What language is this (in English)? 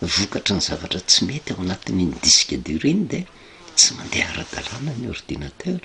Malagasy